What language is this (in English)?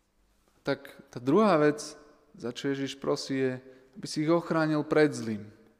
Slovak